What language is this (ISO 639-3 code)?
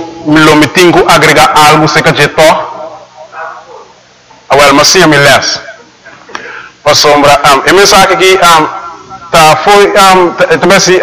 pap